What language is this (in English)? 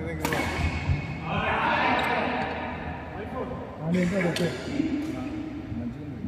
Telugu